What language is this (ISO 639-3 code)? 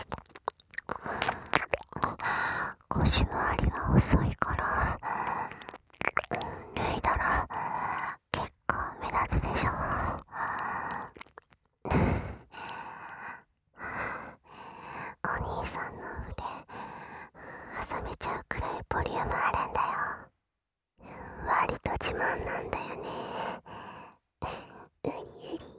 jpn